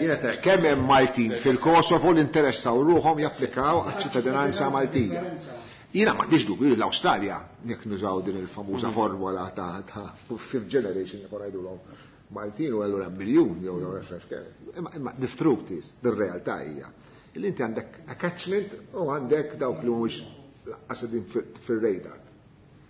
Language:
Maltese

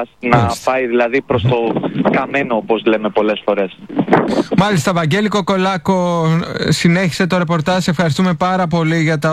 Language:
Greek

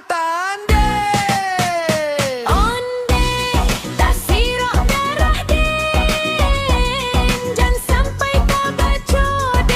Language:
Minangkabau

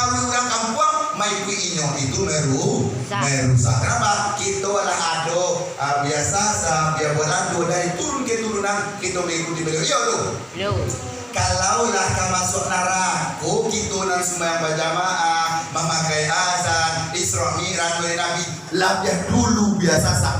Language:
Minangkabau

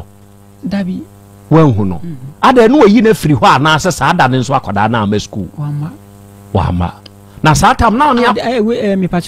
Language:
Akan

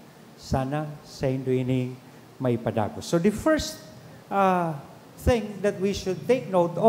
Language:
Bikol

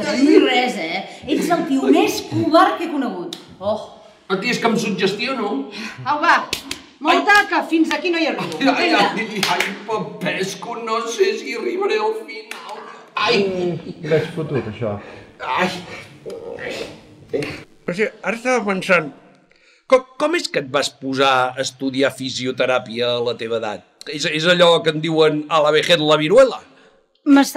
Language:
Catalan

